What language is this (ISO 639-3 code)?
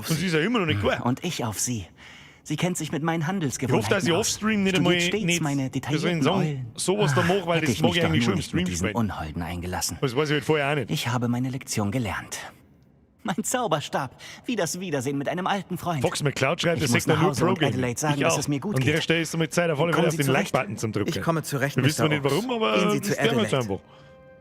bar